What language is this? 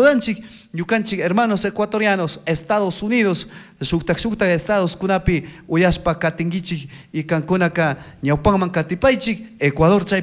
Chimborazo Highland Quichua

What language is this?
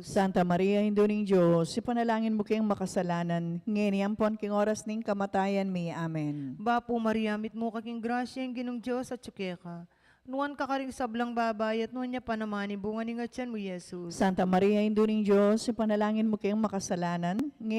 Pampanga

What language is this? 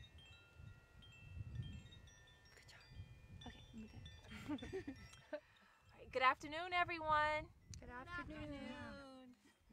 English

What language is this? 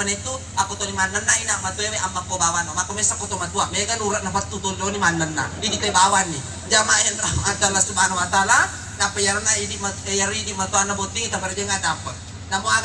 Buginese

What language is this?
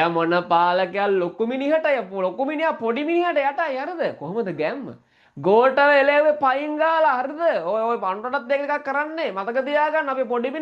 Sinhala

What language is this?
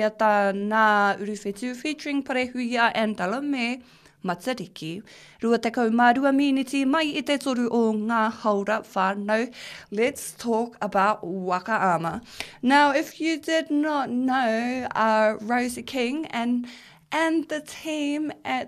Māori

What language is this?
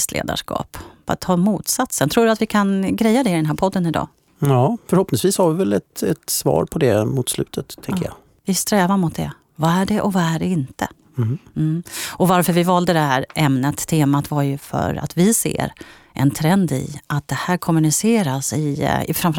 Swedish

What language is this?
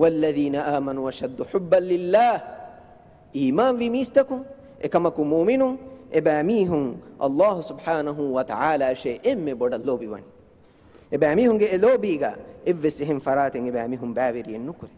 Divehi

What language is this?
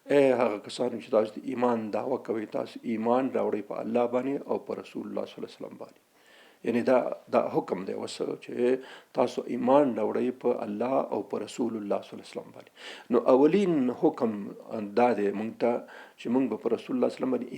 Pashto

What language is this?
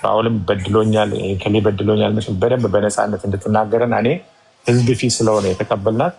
Amharic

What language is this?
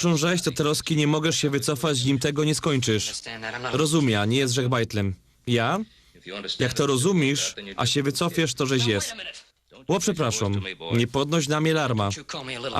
Silesian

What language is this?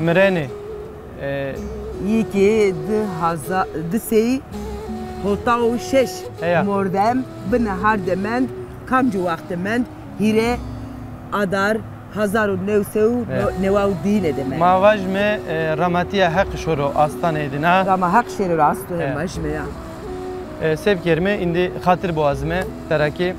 Zaza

